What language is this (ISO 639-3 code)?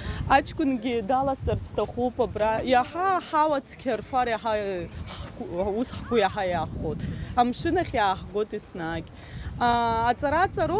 abk